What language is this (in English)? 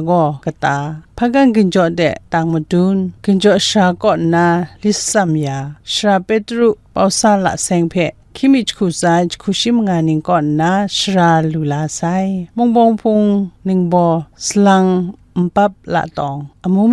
Kachin